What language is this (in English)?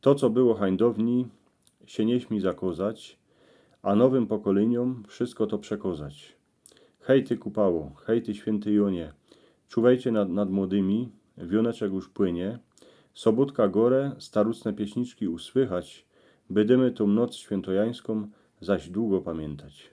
Silesian